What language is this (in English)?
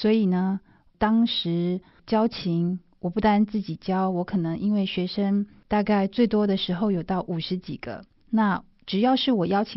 Chinese